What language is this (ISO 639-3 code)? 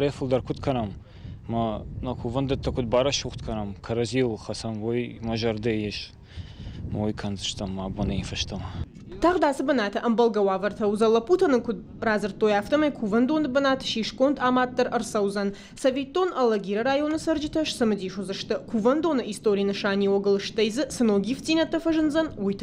oss